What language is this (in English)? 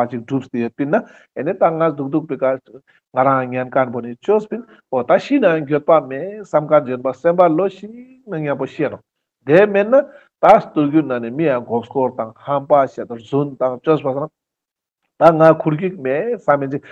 Ladakhi